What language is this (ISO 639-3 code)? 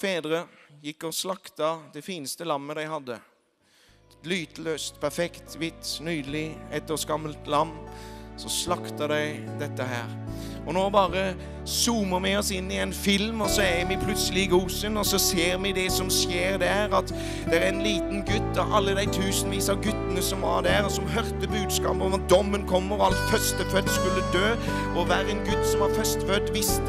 nor